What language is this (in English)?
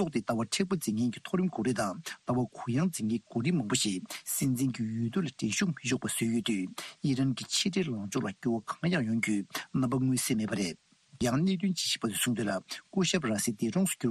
Tibetan